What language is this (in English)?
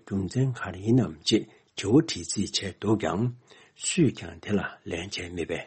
Tibetan